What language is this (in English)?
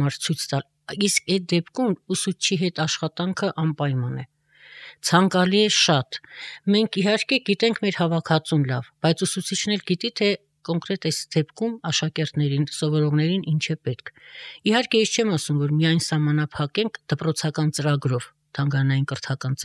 Armenian